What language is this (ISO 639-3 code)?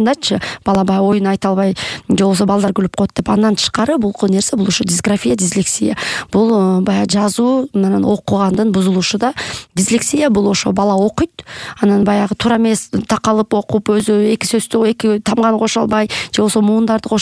kir